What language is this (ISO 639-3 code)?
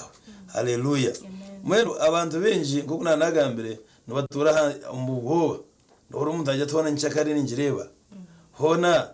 nyn